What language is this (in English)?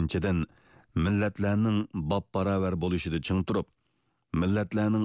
Uyghur